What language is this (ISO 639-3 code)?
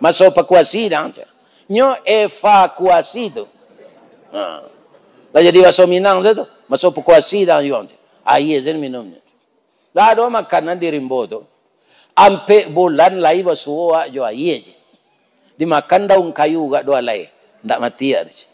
min